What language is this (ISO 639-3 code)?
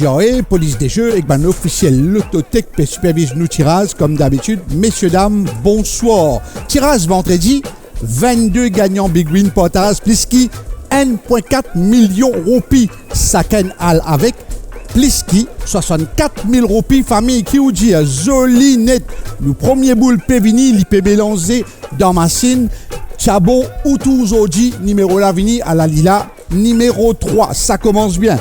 mfe